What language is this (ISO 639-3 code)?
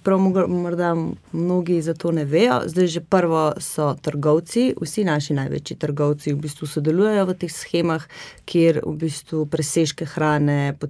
slv